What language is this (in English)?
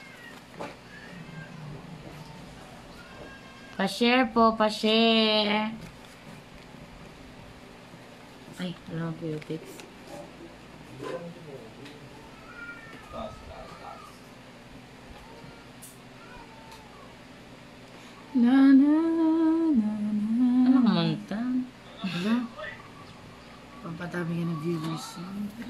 Filipino